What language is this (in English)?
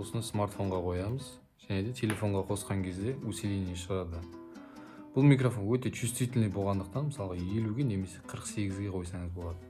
Kazakh